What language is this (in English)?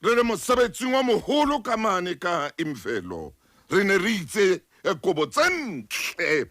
Southern Sotho